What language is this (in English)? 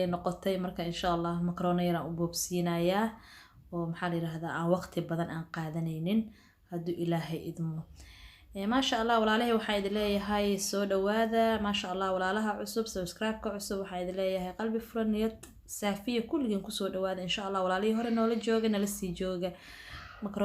Somali